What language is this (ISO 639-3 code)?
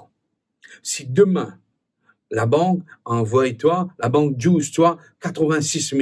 mfe